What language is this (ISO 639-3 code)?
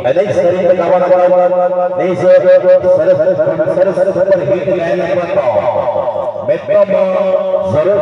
sat